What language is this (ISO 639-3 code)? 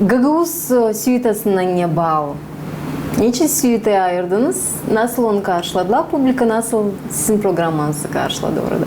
gag